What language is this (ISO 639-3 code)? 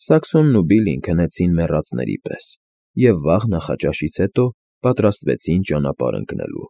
hye